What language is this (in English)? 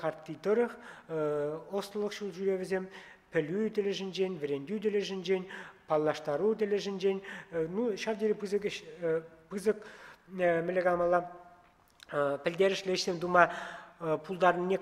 Chuvash